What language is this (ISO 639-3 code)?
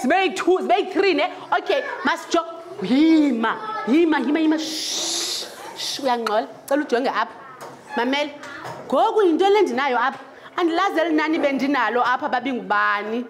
xho